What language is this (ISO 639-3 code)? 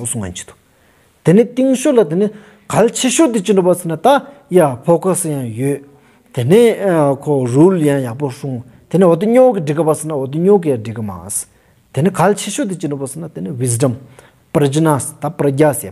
sbu